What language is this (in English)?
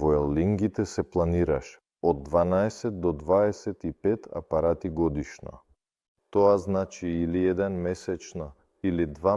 Macedonian